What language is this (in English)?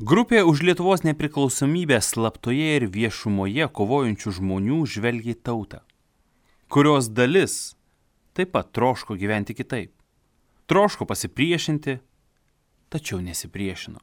Lithuanian